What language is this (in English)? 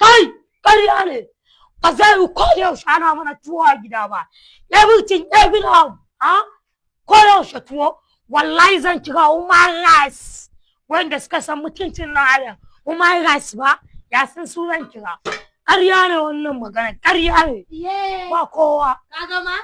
Hausa